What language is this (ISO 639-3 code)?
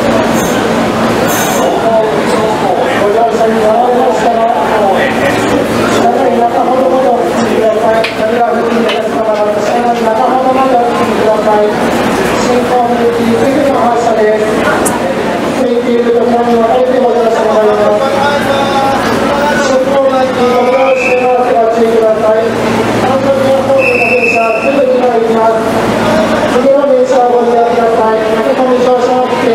jpn